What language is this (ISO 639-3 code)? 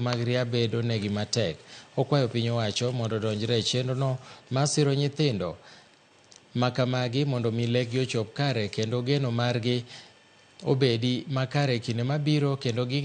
luo